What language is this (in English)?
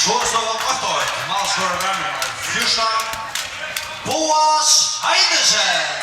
Faroese